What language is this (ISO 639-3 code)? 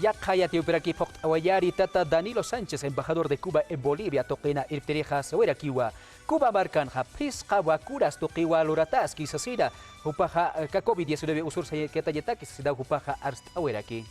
aym